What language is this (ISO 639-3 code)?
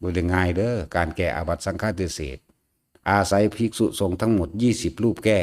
tts